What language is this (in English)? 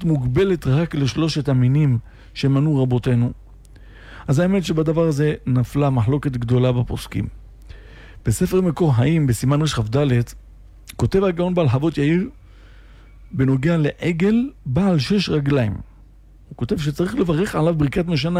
Hebrew